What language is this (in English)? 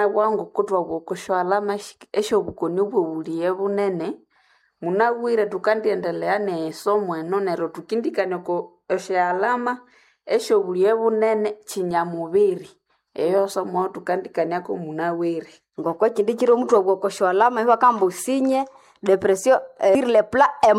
Nande